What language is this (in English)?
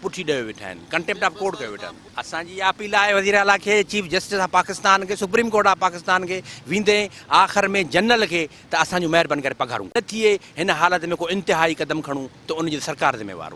Sindhi